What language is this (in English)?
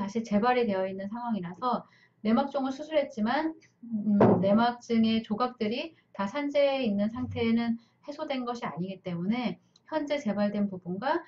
Korean